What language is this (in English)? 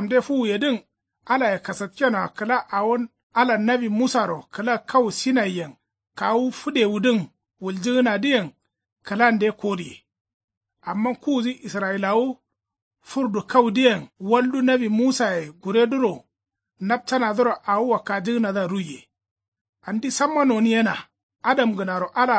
Kanuri